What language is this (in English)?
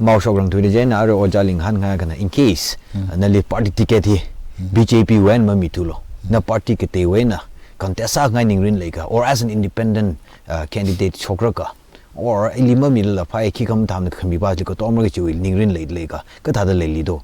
Tangkhul Naga (India)